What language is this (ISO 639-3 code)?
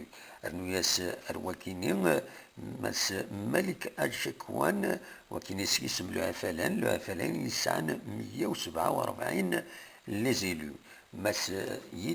kab